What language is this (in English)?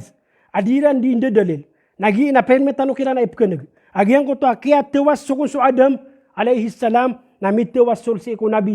Maranao